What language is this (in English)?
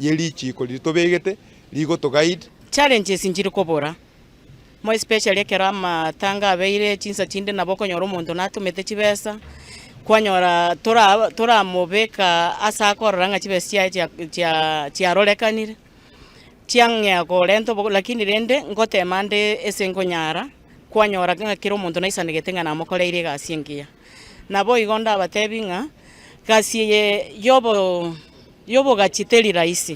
Gusii